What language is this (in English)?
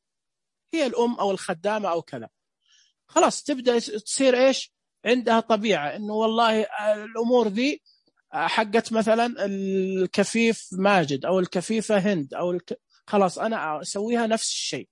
Najdi Arabic